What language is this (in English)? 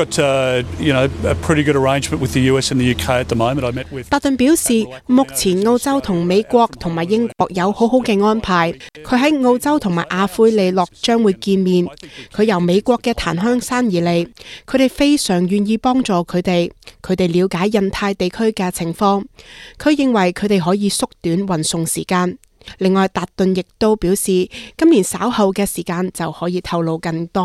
Cantonese